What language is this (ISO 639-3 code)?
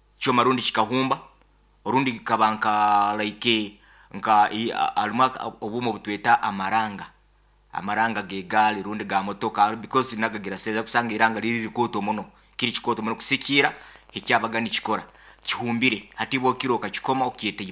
nyn